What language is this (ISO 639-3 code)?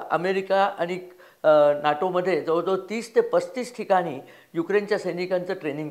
mar